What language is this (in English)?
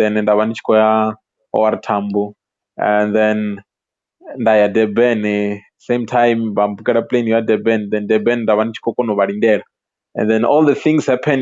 Venda